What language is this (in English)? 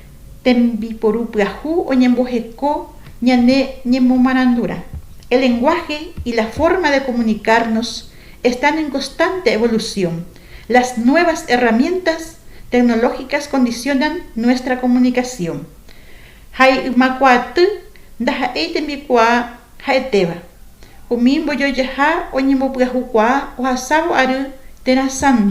Guarani